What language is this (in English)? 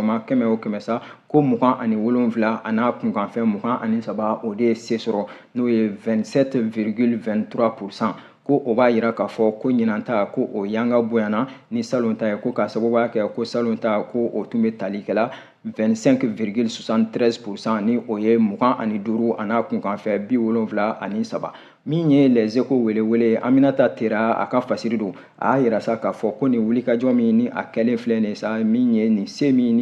Bambara